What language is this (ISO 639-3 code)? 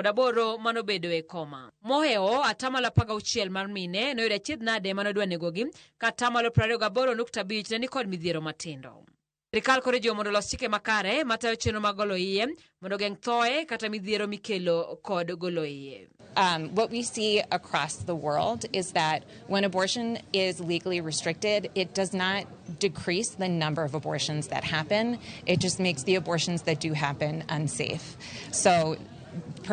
luo